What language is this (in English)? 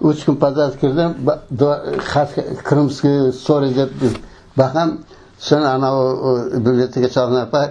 Crimean Tatar